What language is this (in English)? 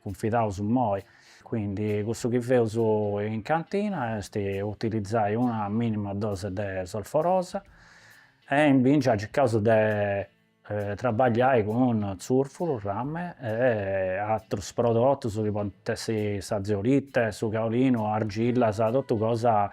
Sardinian